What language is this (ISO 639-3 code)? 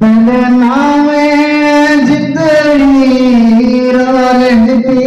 skr